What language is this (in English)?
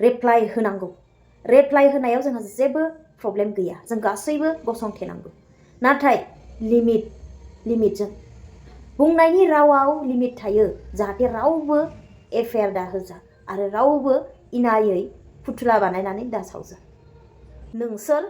Bodo